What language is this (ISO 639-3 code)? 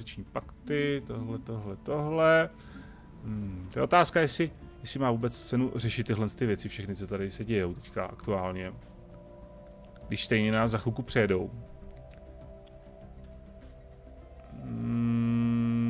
ces